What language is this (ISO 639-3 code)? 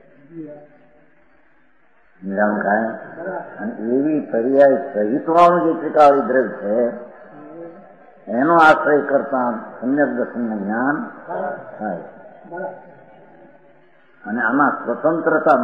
guj